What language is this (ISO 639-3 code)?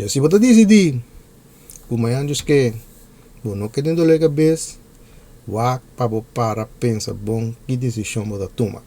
pap